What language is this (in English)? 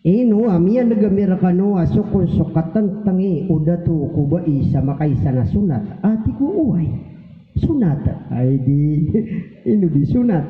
Maranao